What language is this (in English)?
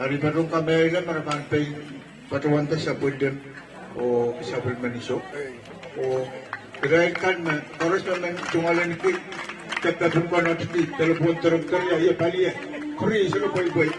Pohnpeian